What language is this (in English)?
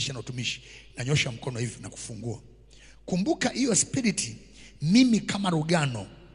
Swahili